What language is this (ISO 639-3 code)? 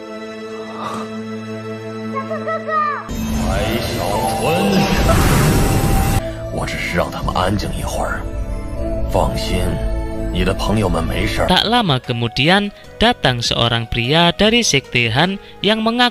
ind